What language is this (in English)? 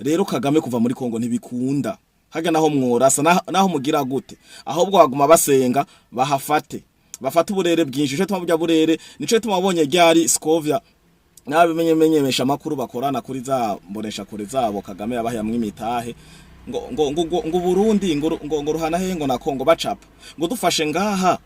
Rundi